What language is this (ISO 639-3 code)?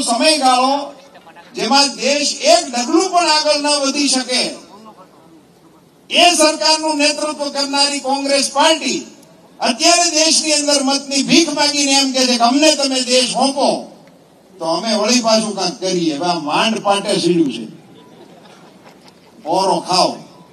guj